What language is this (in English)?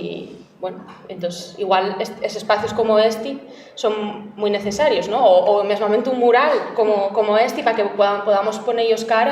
Asturian